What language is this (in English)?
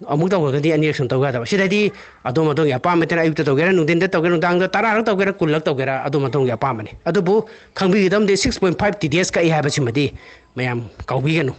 Manipuri